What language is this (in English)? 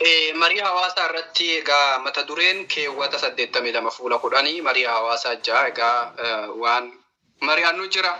Oromo